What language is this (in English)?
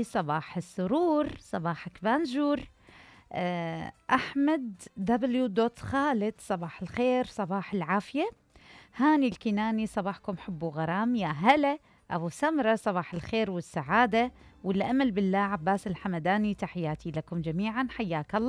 Mesopotamian Arabic